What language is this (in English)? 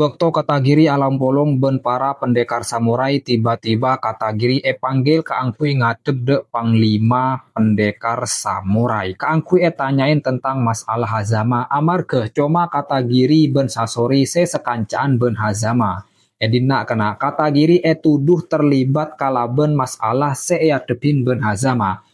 Madurese